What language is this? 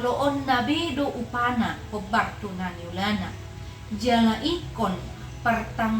Batak Toba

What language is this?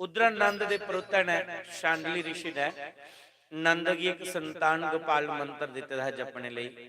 Dogri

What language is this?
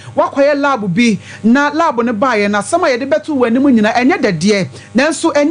Akan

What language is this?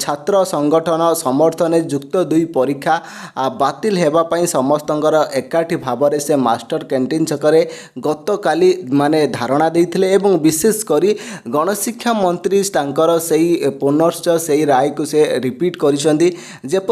Odia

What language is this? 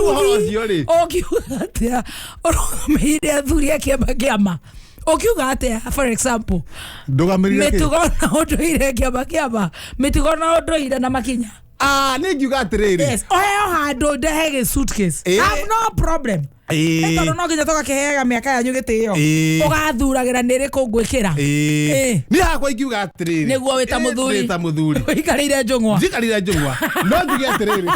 Kikuyu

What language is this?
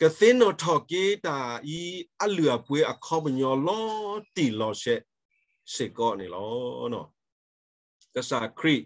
S'gaw Karen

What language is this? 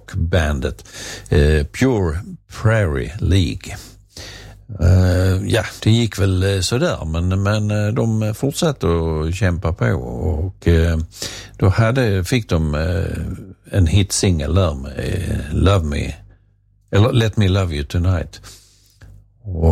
Swedish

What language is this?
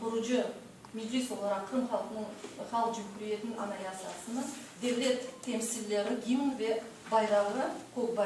Crimean Tatar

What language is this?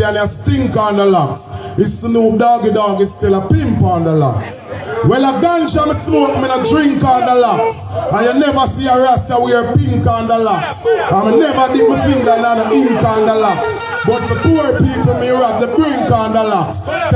Jamaican Creole English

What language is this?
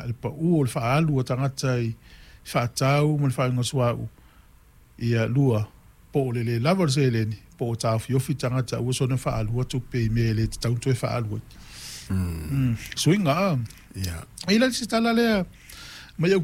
Samoan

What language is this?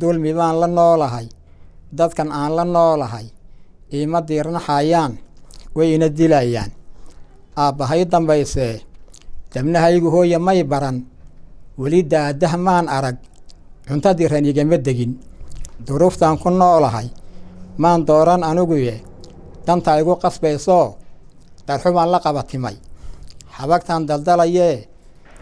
Somali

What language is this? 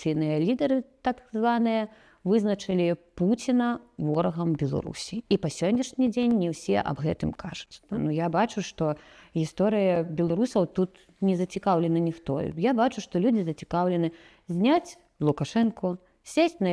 Belarusian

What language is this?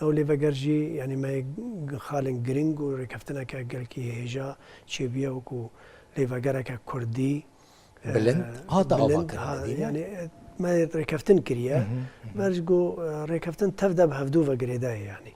Kurdish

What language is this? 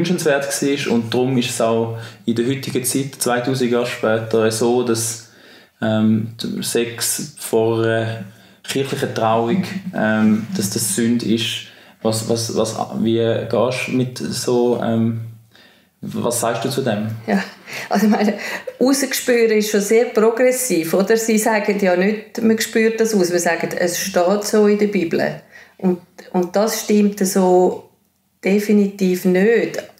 Swiss German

